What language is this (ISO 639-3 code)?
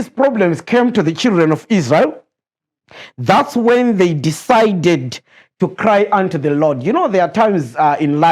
eng